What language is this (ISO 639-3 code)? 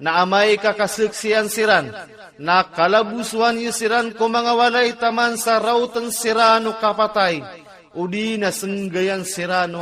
mrw